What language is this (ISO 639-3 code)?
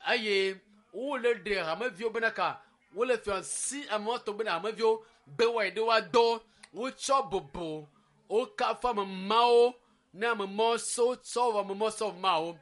ewe